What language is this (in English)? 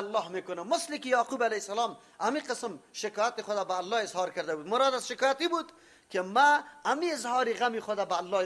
Persian